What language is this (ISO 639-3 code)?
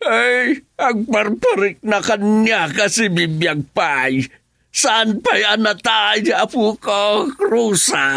ilo